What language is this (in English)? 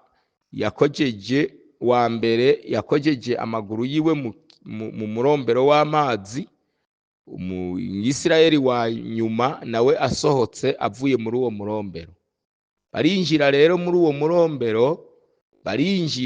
Rundi